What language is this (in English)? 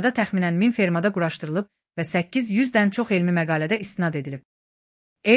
Azerbaijani